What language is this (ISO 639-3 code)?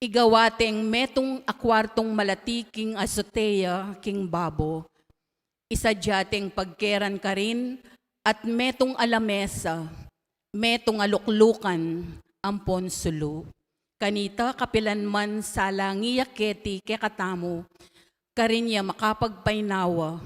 pam